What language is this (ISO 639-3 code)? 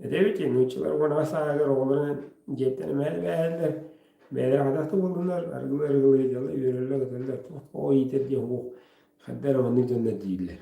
sah